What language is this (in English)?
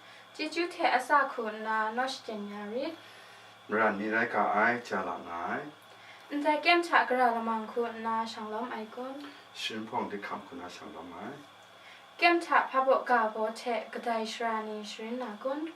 Kachin